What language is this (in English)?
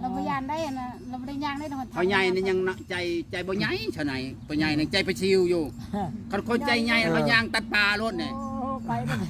Northeastern Thai